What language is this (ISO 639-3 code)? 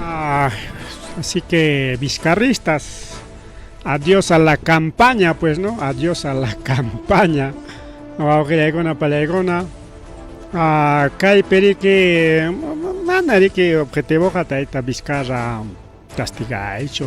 quy